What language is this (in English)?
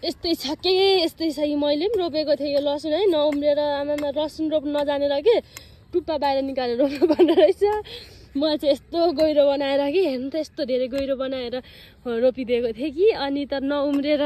Nepali